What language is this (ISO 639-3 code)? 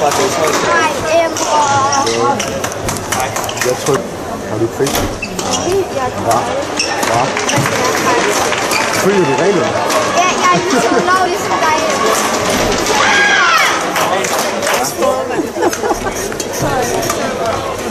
dan